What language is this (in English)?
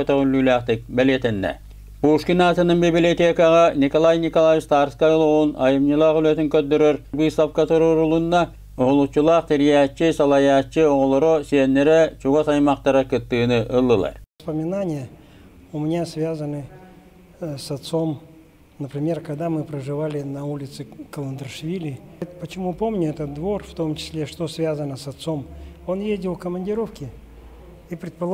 Yakut